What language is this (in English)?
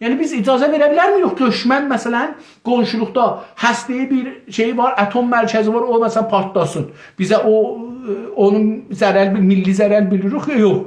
South Azerbaijani